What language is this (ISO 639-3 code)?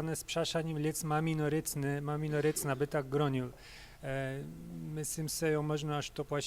hsb